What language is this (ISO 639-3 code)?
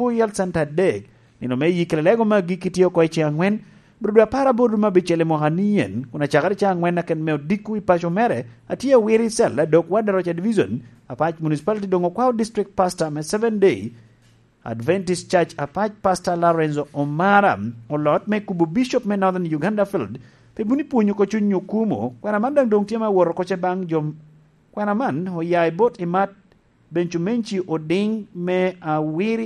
laj